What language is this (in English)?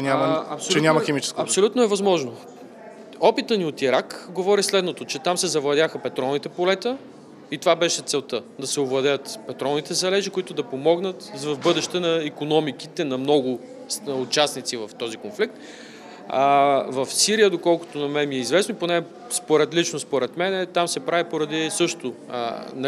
Bulgarian